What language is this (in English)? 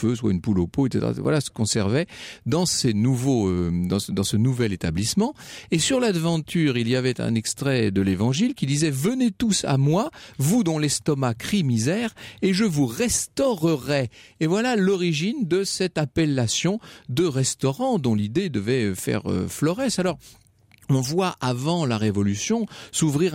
French